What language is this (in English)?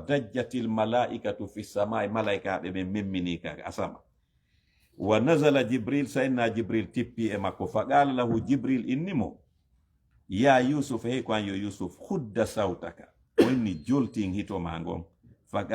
Fula